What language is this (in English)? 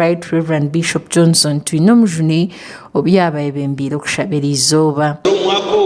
Nyankole